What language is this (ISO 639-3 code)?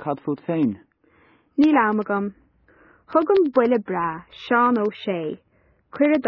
gle